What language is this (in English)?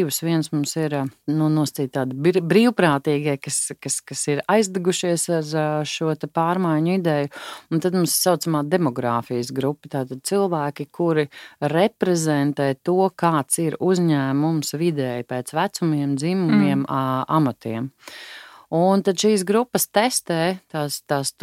Latvian